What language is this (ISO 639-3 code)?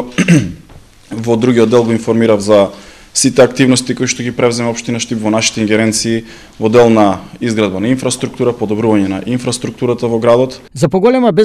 mkd